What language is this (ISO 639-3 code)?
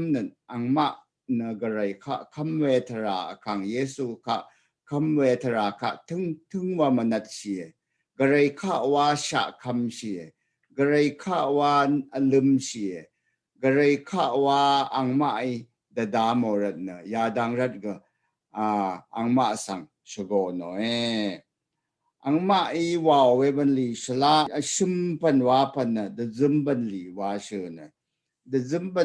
raw